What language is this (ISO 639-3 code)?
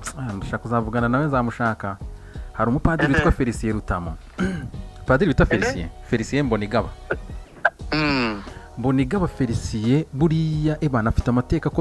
kin